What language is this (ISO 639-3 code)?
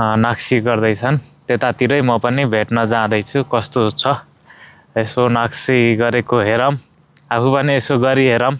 nep